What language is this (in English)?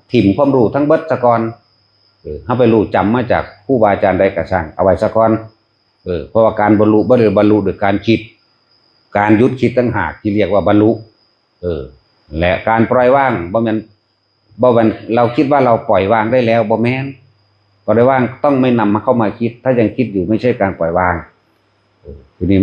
Northeastern Thai